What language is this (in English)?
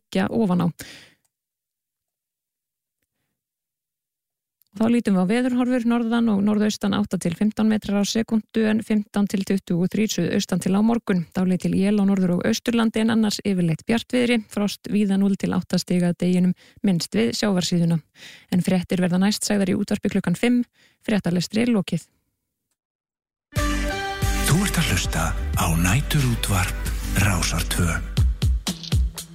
Icelandic